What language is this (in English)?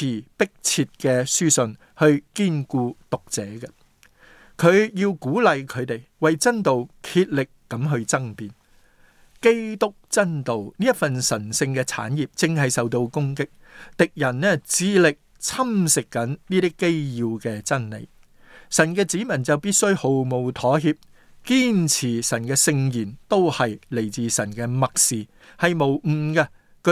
Cantonese